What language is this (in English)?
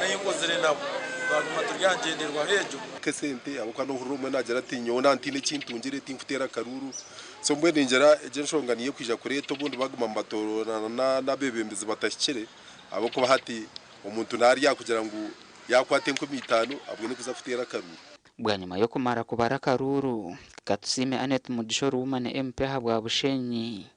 Nyankole